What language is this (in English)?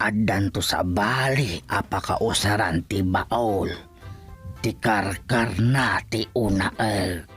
Iloko